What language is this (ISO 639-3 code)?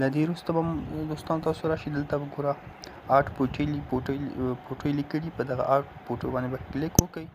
pus